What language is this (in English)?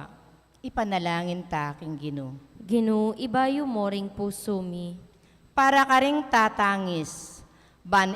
Pampanga